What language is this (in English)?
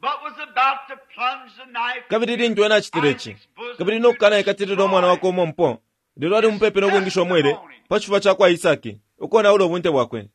Bemba